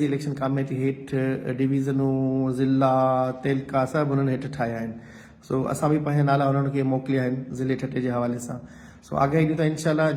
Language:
Sindhi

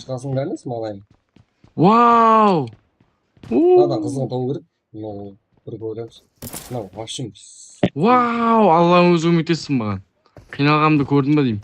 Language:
Kara-Kalpak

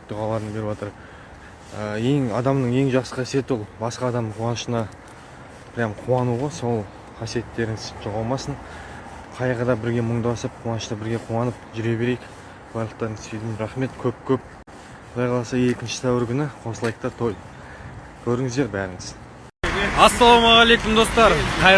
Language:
Kazakh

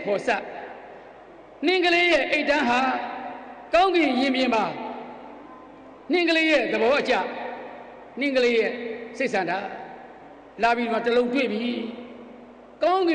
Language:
Burmese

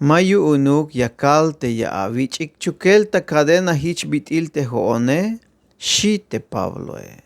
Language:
Tzeltal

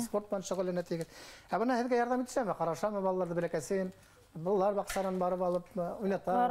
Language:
Bashkir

